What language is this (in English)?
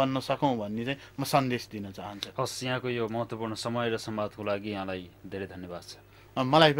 Nepali